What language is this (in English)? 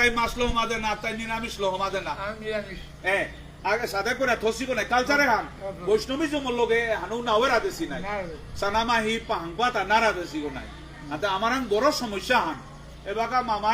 Bishnupriya